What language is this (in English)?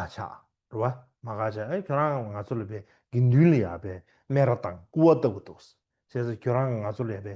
Tibetan